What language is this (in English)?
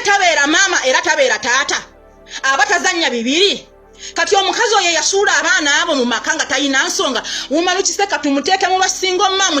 Ganda